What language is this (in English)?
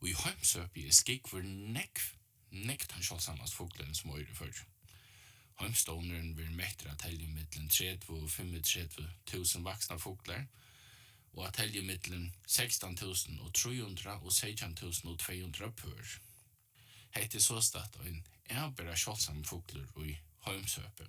Faroese